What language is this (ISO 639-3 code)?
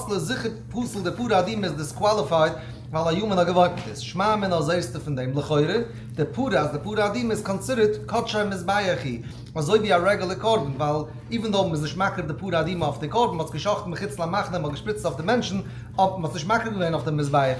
yid